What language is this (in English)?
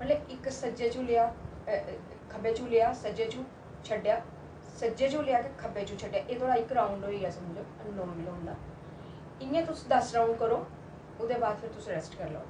Dogri